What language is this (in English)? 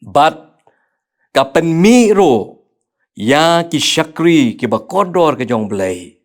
Khasi